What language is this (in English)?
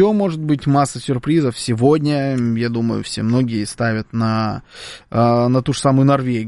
Russian